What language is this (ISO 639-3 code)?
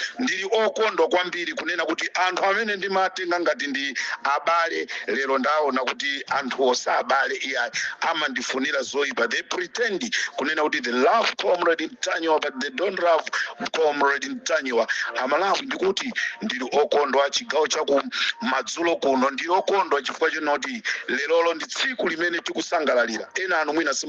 nya